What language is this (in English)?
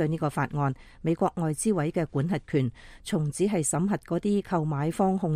Cantonese